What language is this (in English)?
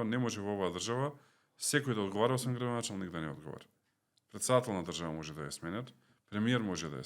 Macedonian